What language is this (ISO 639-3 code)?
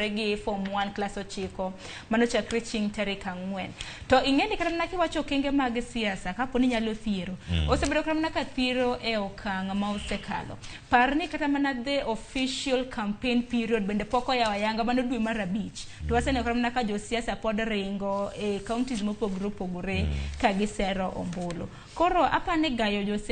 luo